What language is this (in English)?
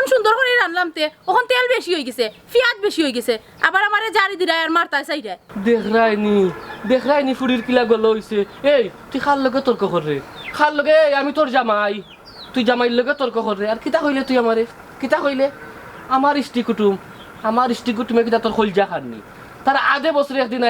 Sylheti